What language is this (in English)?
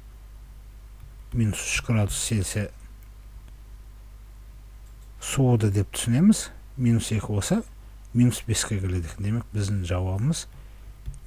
Kazakh